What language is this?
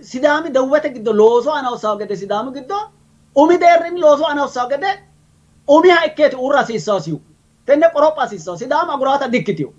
Sidamo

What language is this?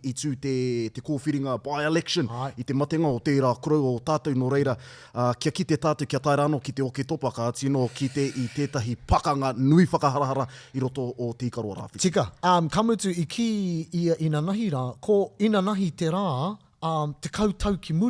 Māori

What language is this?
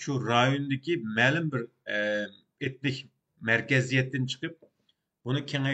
Uyghur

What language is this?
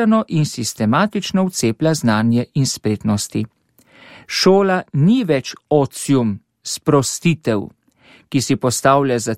Slovenian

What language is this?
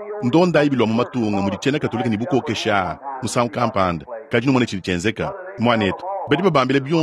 Luba-Lulua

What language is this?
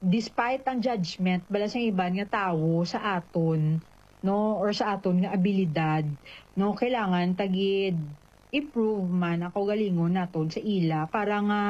Hiligaynon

